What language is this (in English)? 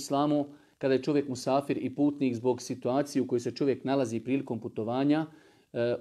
Bosnian